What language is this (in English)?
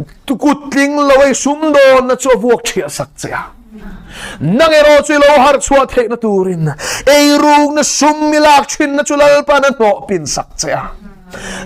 Mizo